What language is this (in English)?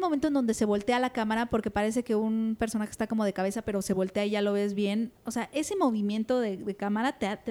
Spanish